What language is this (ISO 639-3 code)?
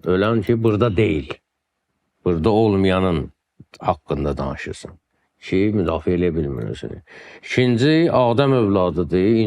aze